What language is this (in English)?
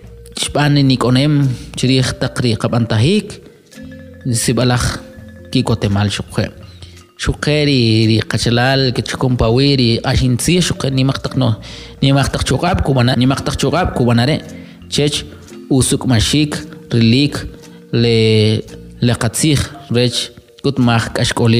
Kʼicheʼ